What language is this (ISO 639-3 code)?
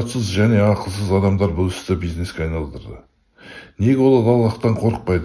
kaz